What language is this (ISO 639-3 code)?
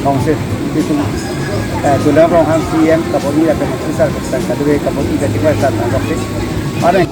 mjw